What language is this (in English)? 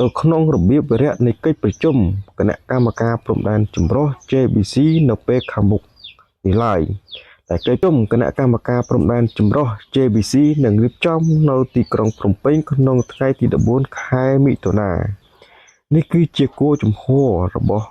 Khmer